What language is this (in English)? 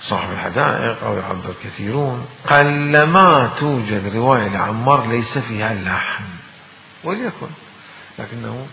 Mesopotamian Arabic